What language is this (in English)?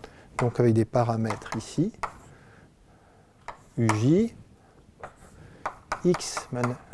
French